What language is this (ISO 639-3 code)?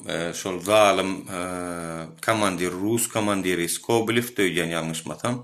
tuk